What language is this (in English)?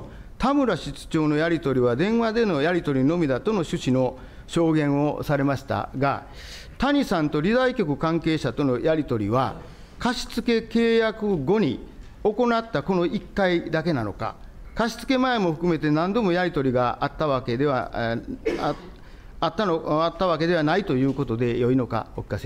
Japanese